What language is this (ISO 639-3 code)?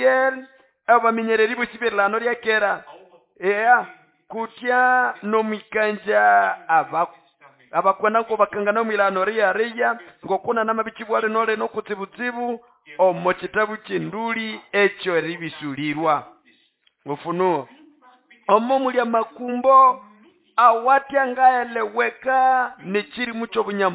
nnb